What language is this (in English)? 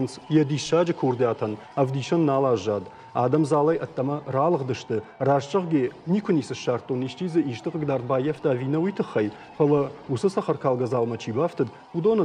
Ossetic